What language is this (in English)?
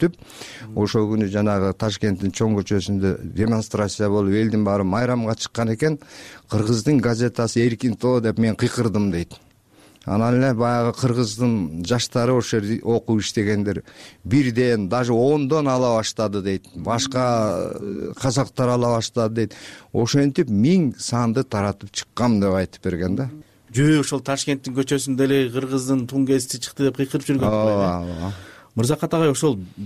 Kyrgyz